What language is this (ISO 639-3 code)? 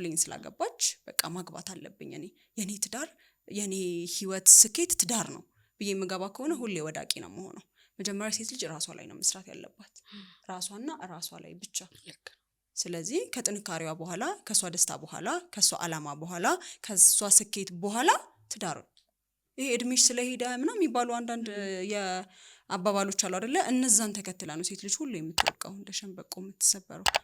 amh